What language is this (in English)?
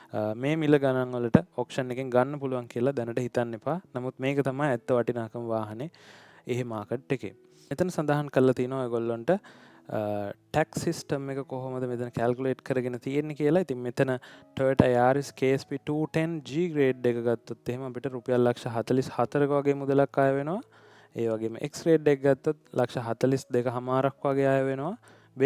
Sinhala